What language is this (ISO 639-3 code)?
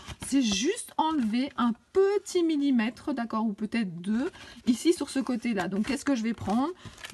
fra